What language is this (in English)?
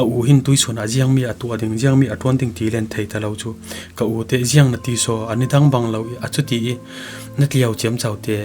Falam Chin